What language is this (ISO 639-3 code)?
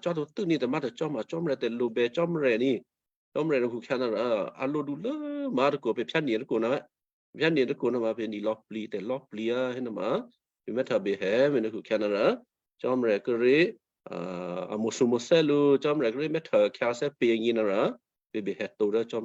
kyu